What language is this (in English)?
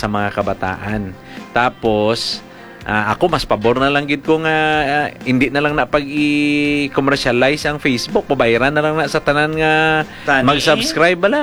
Hiligaynon